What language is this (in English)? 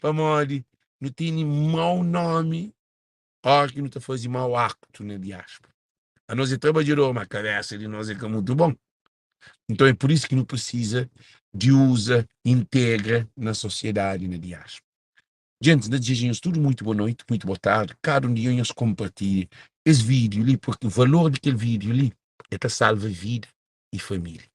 Kabuverdianu